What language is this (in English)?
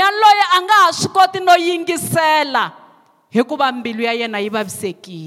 Tsonga